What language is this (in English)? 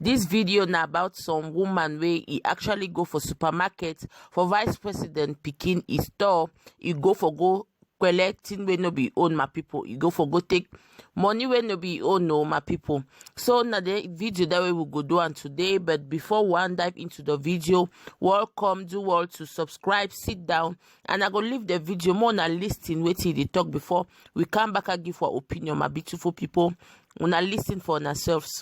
Nigerian Pidgin